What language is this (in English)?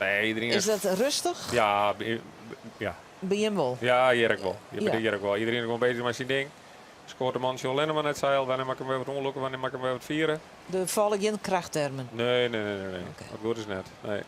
Western Frisian